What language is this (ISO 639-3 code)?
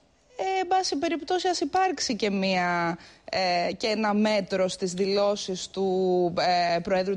ell